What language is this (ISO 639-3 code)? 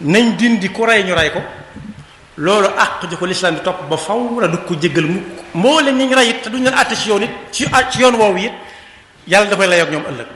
wol